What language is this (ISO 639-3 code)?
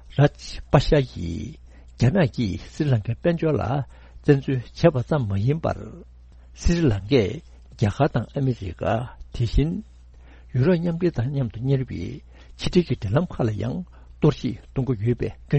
bod